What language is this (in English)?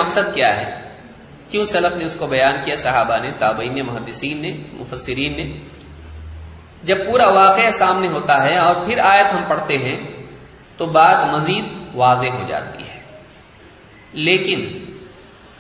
Urdu